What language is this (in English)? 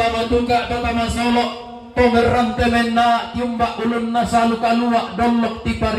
Toraja-Sa'dan